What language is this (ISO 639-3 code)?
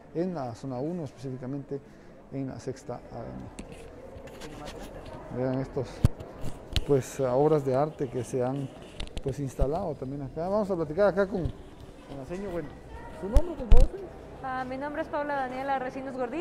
spa